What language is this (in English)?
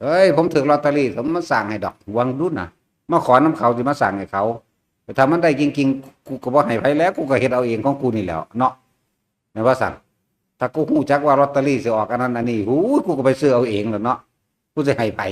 Northeastern Thai